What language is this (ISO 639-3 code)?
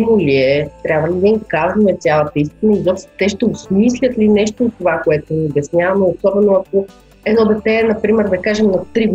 bul